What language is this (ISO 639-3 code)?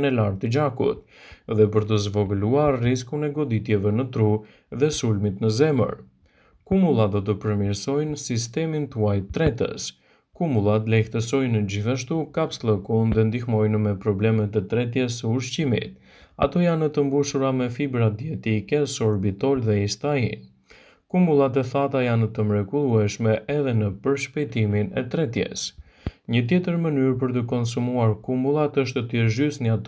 sqi